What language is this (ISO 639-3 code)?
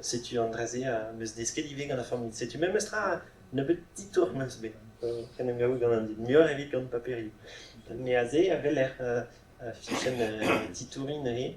bre